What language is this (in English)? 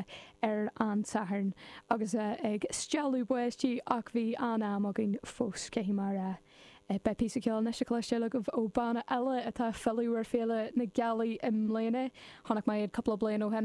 Irish